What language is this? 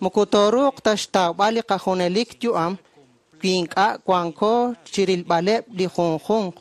Kekchí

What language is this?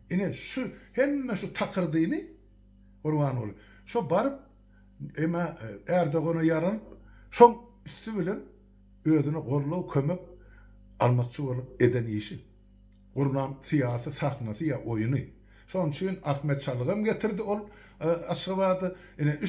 Turkmen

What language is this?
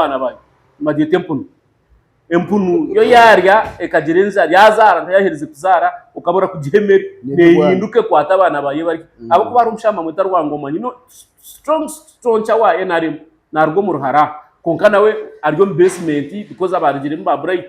Nyankole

